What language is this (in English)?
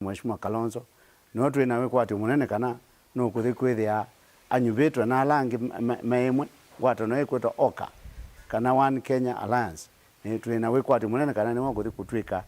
Kamba